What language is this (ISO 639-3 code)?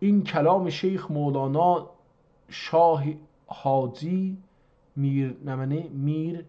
azb